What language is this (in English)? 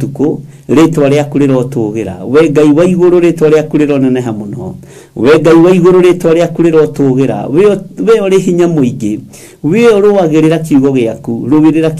Kikuyu